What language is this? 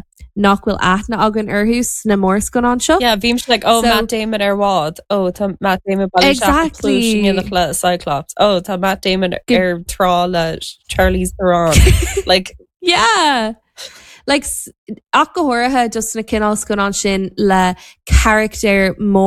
Irish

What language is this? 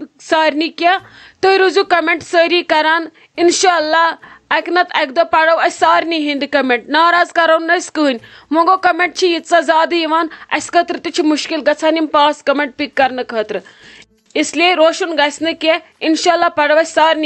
Kashmiri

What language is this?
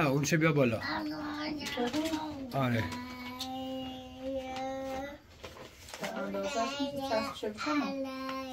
Persian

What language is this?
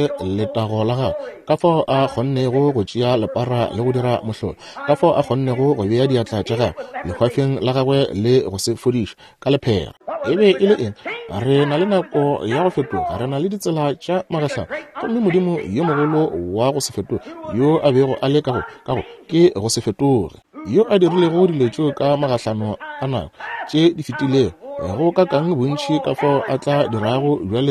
Northern Sotho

